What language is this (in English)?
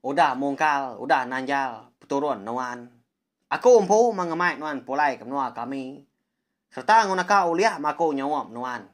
Iban